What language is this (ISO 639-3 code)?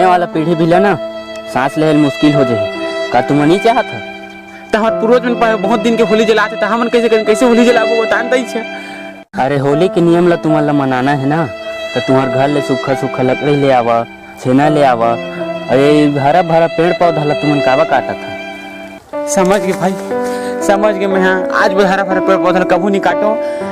hne